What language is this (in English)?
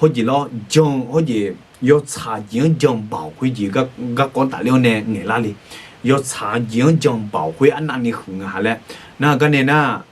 Akha